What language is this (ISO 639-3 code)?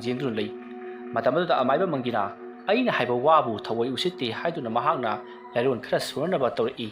mni